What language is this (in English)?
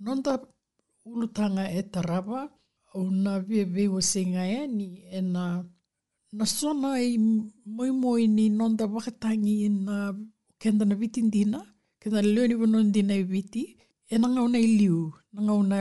Fijian